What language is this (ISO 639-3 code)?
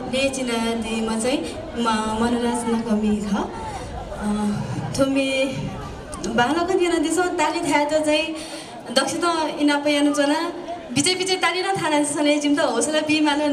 new